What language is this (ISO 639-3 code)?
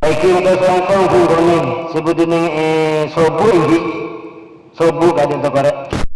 mad